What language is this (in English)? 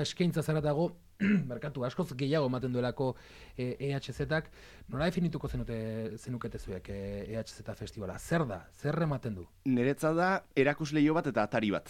Basque